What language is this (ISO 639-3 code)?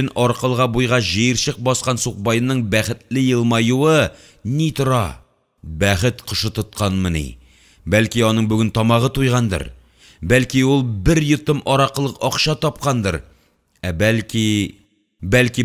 tat